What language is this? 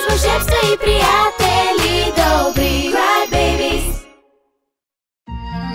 Bulgarian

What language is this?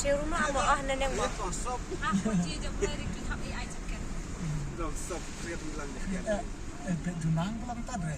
Khasi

